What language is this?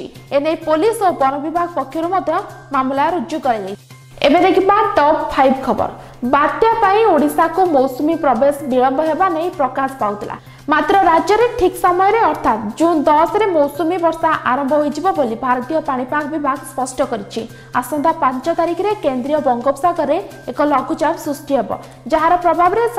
Odia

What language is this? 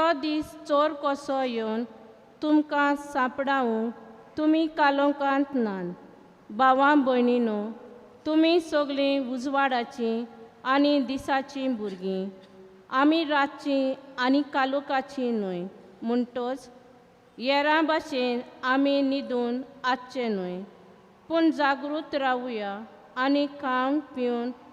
Konkani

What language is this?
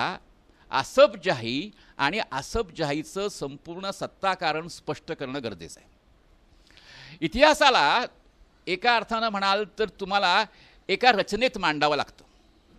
Marathi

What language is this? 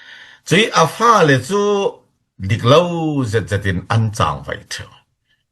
Falam Chin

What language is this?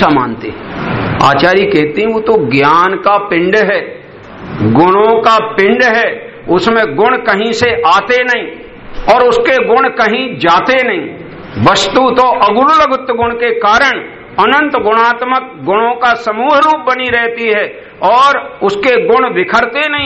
Hindi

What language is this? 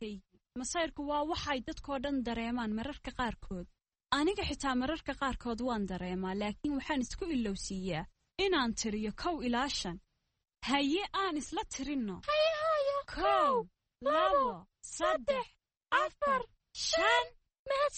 Somali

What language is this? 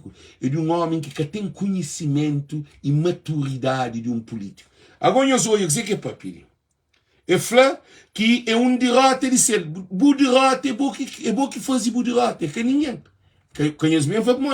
Kabuverdianu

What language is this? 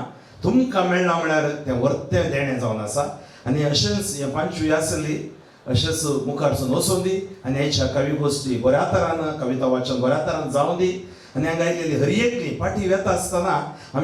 Konkani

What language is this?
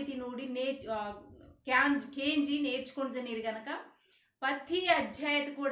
Koya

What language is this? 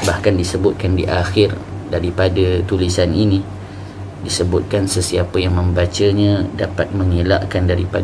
Malay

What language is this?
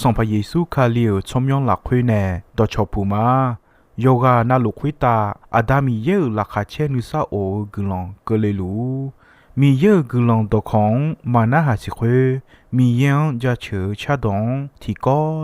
Akha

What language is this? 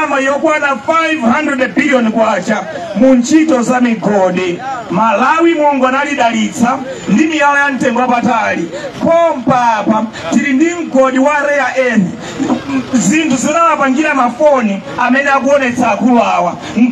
Nyanja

